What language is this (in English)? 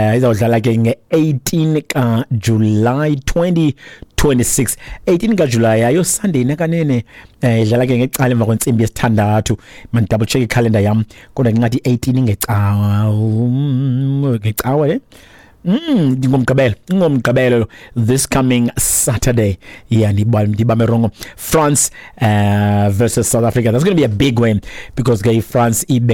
Xhosa